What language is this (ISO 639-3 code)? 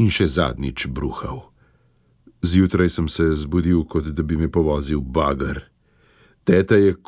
slv